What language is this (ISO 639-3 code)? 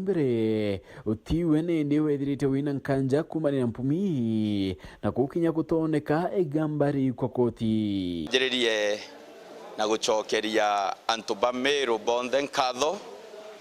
mer